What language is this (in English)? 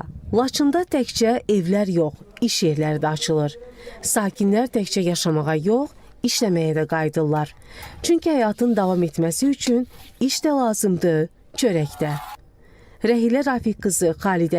Azerbaijani